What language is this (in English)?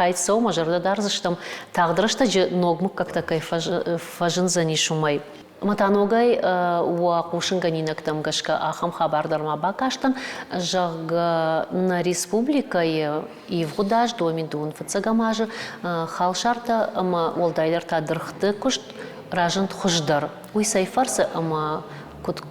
Ossetic